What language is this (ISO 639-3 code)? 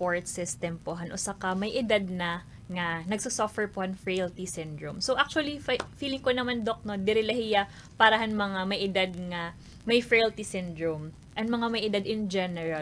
war